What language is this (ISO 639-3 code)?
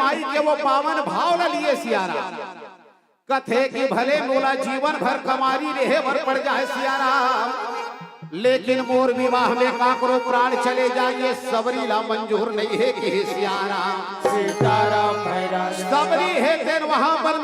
hne